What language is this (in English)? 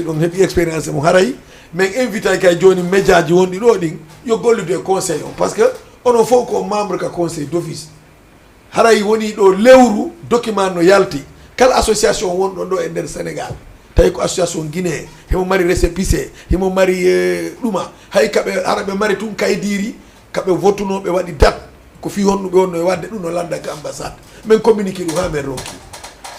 Fula